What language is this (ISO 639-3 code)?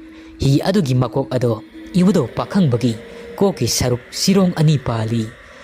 mni